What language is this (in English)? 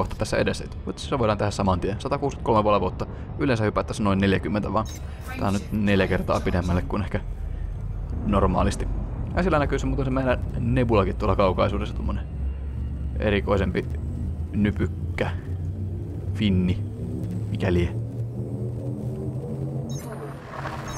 Finnish